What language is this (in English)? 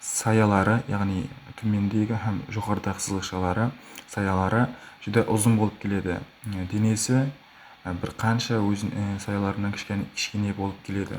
Kara-Kalpak